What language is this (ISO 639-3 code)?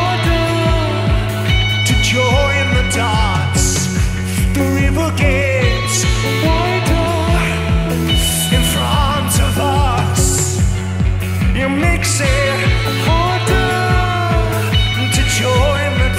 eng